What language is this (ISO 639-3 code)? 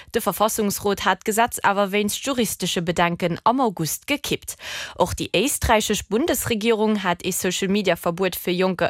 ltz